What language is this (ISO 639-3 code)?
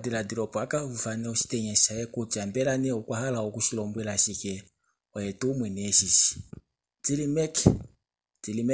kua